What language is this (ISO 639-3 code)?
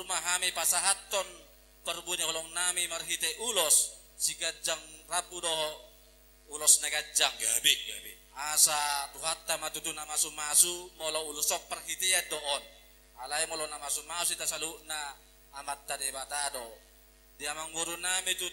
bbc